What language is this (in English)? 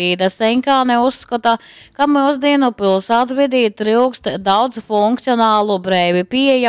Latgalian